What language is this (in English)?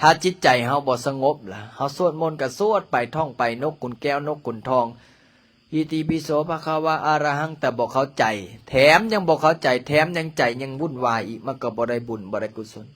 Lao